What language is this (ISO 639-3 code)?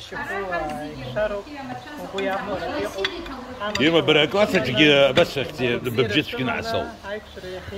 abk